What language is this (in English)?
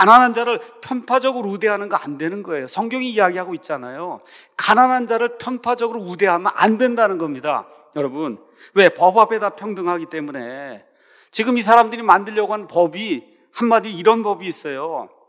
Korean